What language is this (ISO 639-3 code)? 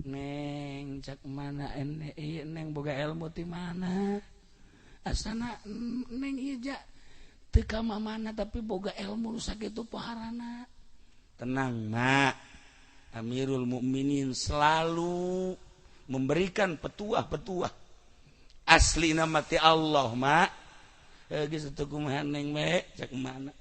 sun